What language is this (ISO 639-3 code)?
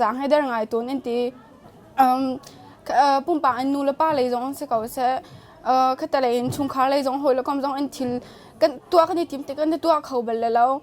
cnh